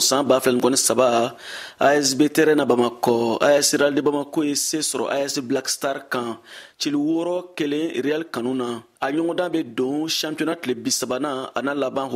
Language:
Bambara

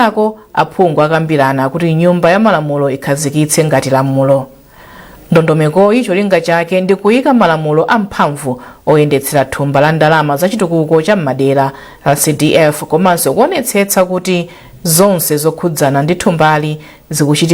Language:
Nyanja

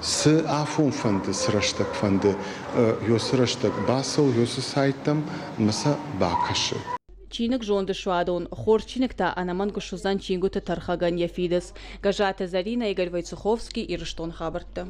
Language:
Ossetic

